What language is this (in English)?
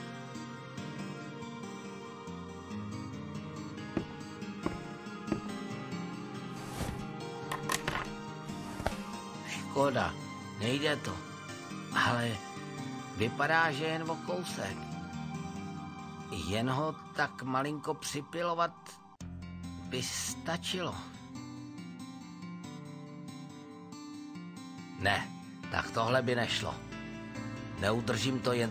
Czech